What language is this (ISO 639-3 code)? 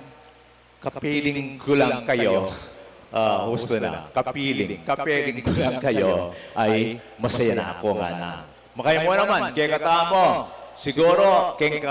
pam